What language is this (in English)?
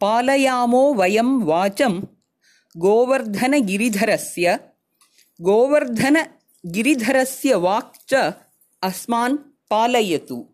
Sanskrit